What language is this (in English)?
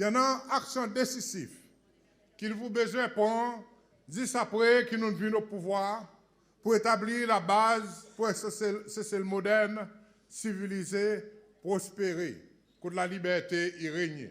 Seselwa Creole French